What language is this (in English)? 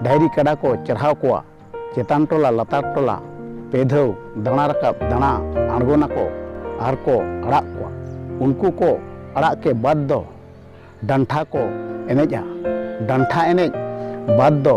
Santali